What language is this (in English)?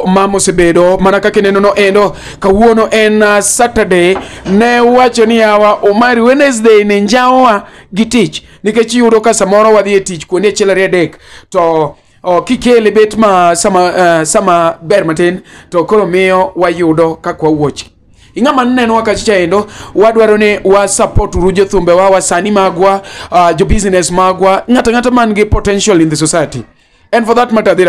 Luo (Kenya and Tanzania)